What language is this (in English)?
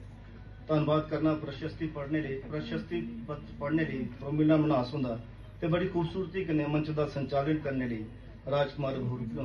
Dogri